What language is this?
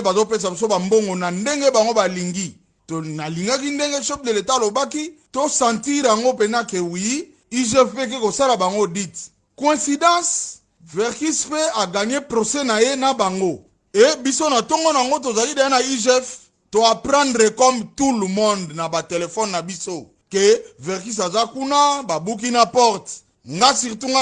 Lingala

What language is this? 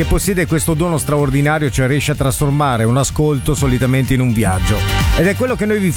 Italian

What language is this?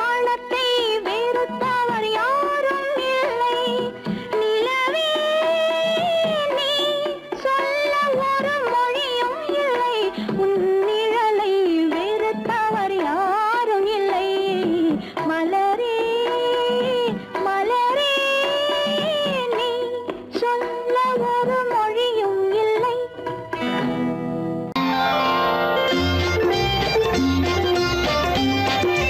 Tamil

